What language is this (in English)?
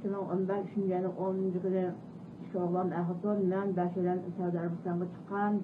Uyghur